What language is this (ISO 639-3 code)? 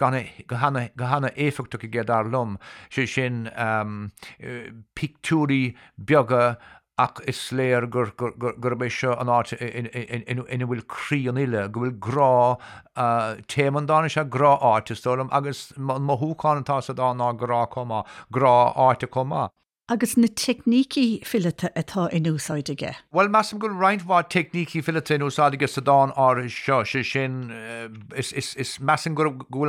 gle